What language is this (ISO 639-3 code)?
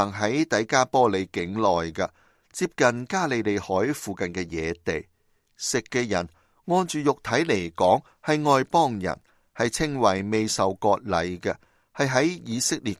yue